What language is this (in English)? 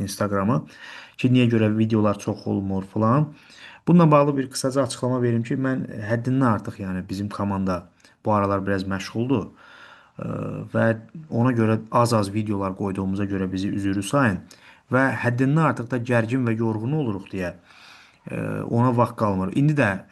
Azerbaijani